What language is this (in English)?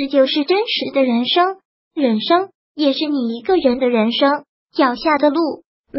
Chinese